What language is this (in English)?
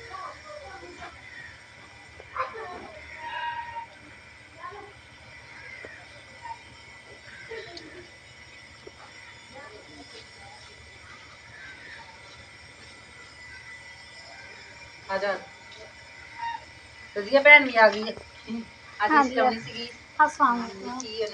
Punjabi